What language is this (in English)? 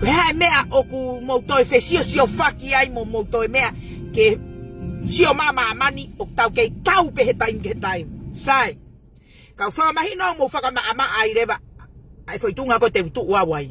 Tongan